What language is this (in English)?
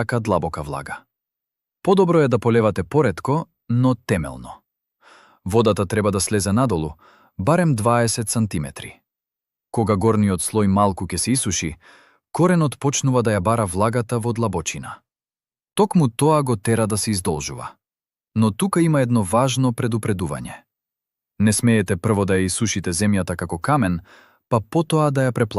Macedonian